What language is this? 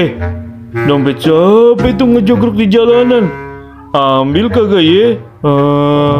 Betawi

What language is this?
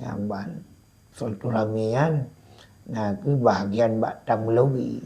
Achinese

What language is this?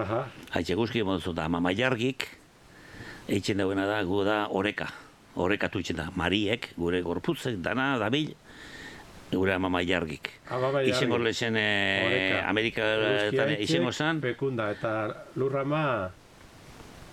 Basque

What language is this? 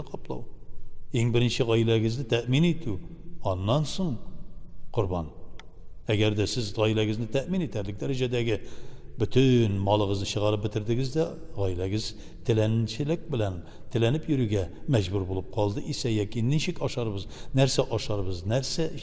Tatar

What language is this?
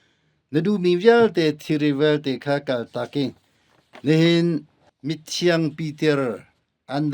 Hakha Chin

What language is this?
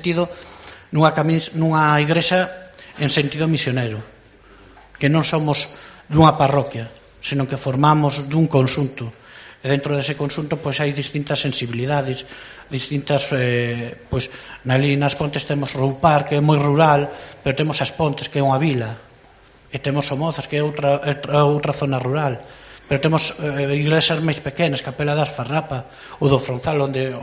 Galician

